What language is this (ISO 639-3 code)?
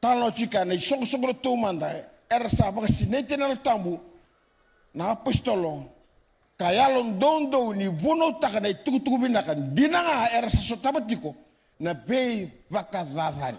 fij